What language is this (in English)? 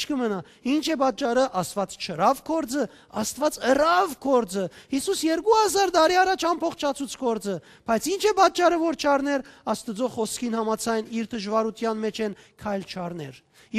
Western Armenian